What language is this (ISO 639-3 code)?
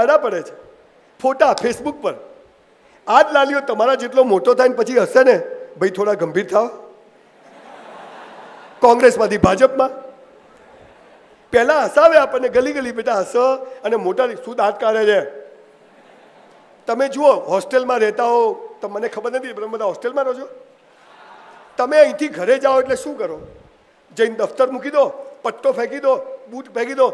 guj